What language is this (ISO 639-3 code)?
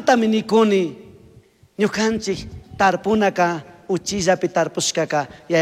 qug